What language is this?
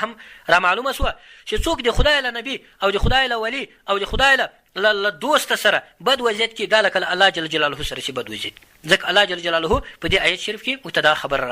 Pashto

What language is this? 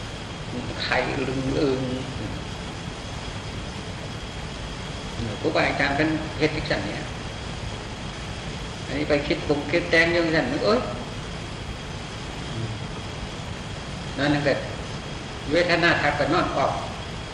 Thai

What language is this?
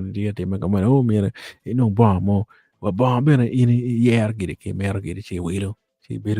Acoli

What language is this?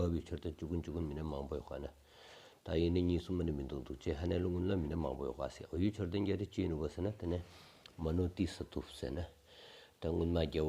Stod Bhoti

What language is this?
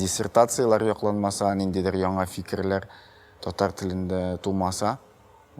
Tatar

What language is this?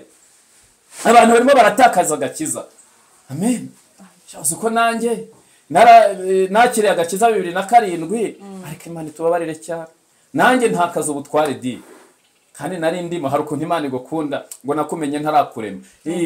Kinyarwanda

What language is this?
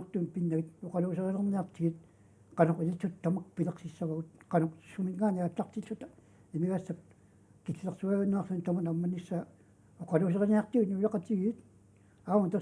Kalaallisut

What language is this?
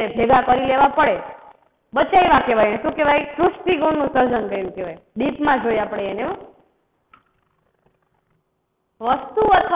Gujarati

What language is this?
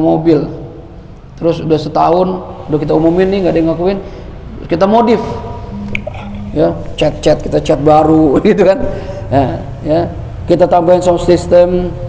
Indonesian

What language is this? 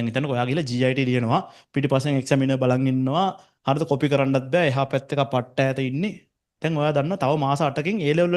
Sinhala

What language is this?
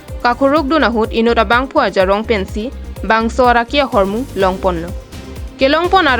Karbi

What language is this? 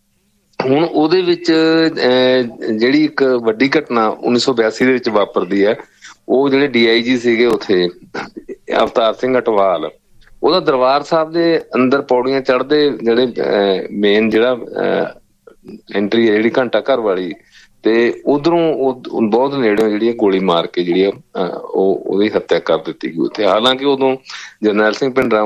Punjabi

